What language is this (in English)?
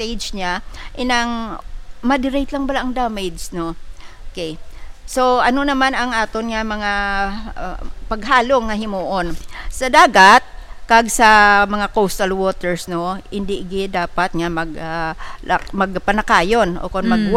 Hiligaynon